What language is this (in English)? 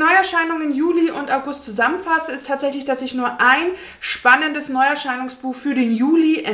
German